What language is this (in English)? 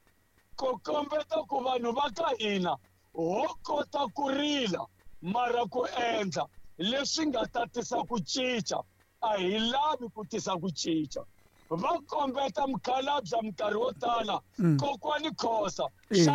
Tsonga